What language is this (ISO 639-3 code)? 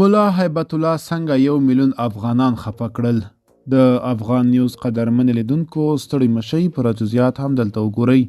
pus